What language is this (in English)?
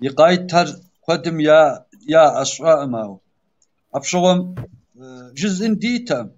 Kabardian